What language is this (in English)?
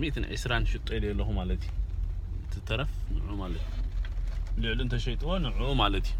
Tigrinya